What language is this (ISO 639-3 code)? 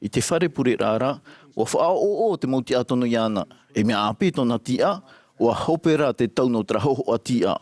tah